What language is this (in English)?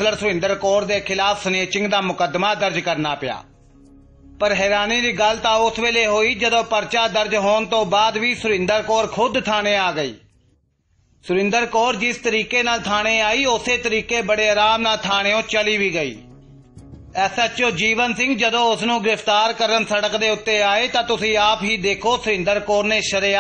Punjabi